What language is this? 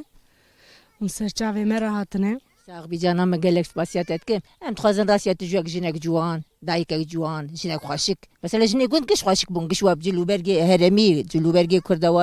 Kurdish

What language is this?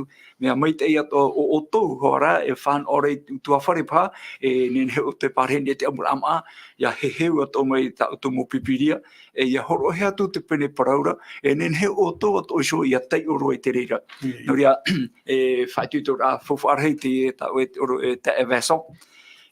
Tahitian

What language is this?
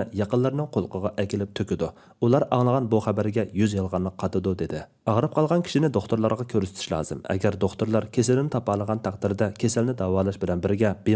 Uyghur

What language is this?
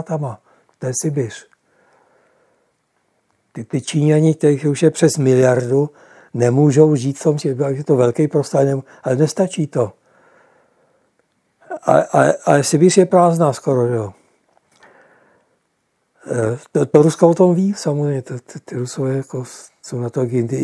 Czech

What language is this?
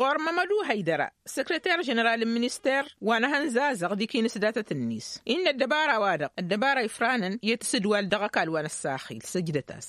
Tamasheq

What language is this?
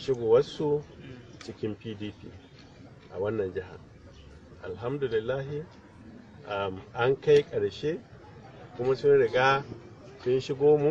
Hausa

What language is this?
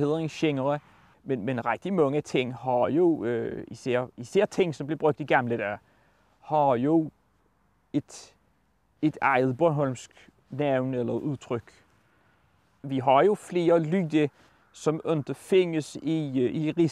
Danish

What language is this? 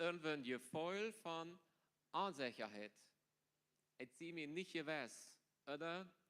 Plautdietsch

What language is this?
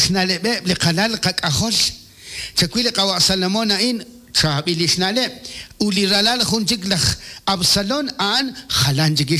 Kekchí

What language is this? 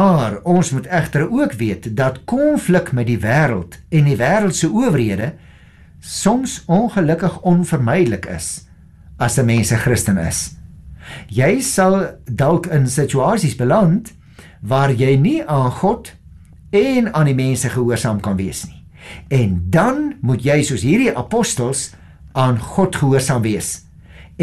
Afrikaans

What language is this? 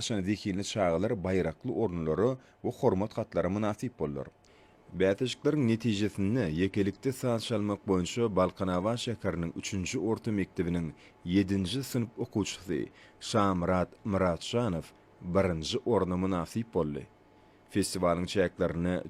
Turkmen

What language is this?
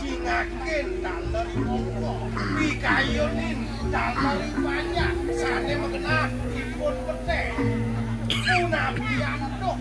Balinese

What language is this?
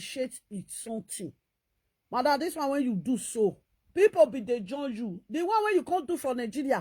Nigerian Pidgin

